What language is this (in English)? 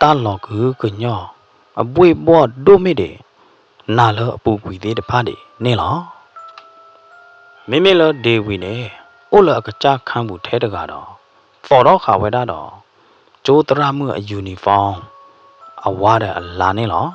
S'gaw Karen